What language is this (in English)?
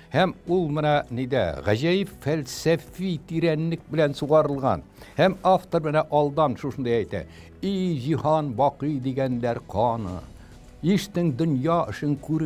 Tatar